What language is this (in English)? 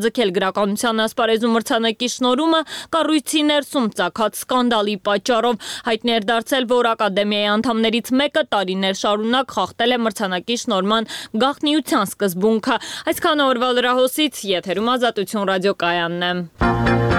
Armenian